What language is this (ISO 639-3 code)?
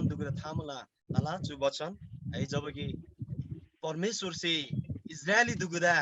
taj